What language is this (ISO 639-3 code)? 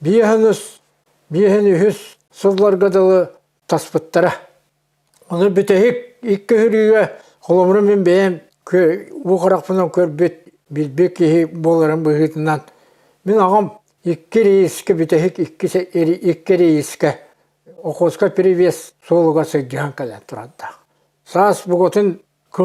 sah